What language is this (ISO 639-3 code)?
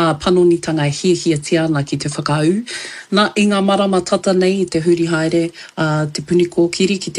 mri